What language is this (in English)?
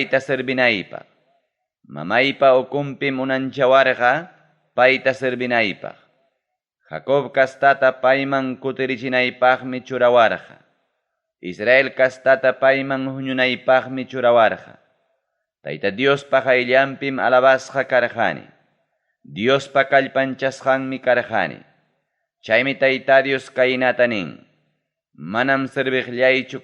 Ayacucho Quechua